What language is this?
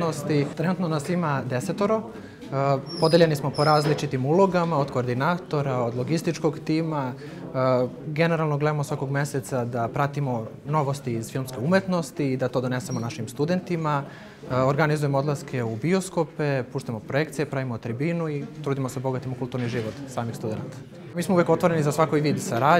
Serbian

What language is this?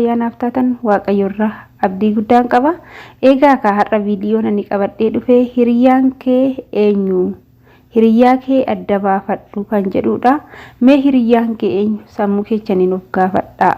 Oromo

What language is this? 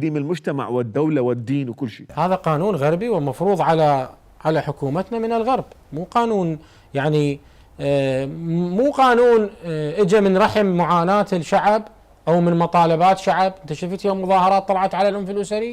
Mesopotamian Arabic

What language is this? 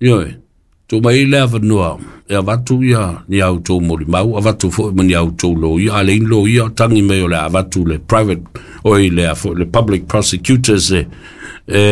Samoan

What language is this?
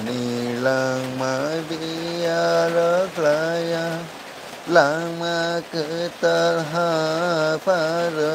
Kok Borok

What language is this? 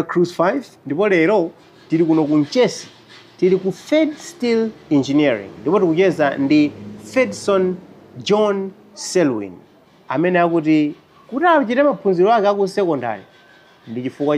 Nyanja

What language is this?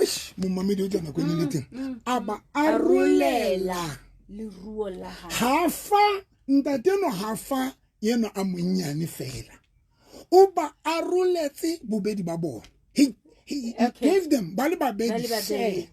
Southern Sotho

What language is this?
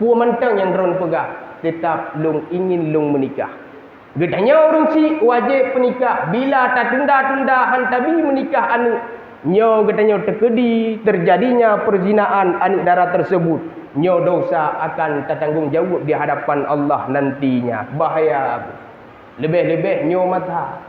Achinese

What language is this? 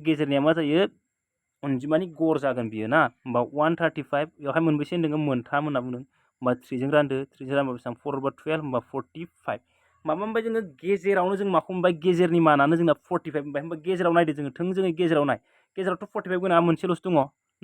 Bodo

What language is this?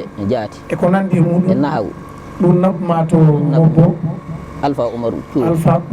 Fula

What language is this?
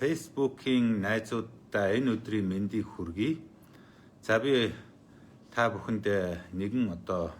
Mongolian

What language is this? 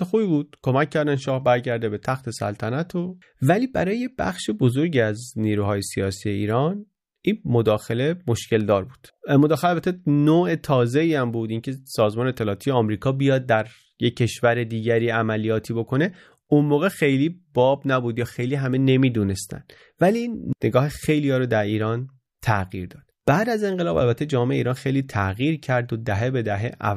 Persian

